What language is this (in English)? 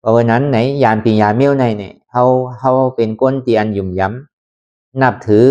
Lü